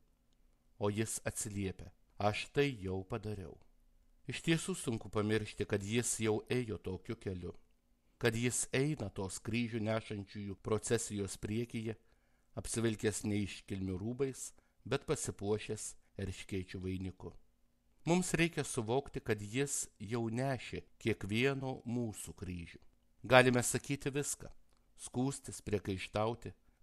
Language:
Lithuanian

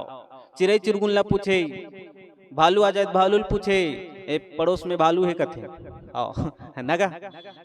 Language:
Chhattisgarhi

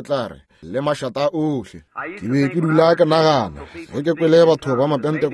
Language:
Northern Sotho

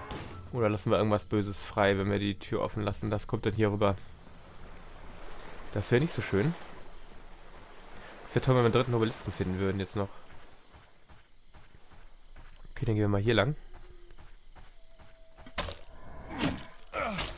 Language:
German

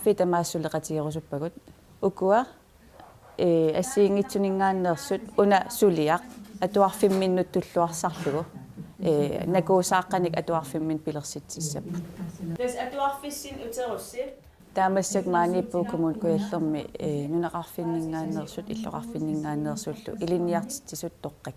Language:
Kalaallisut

